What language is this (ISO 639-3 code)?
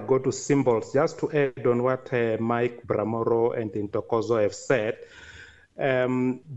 eng